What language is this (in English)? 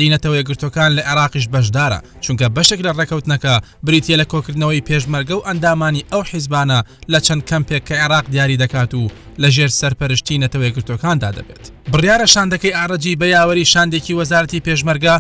Central Kurdish